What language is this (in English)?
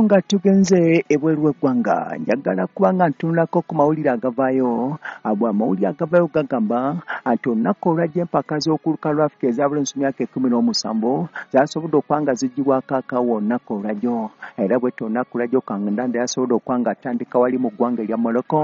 Ganda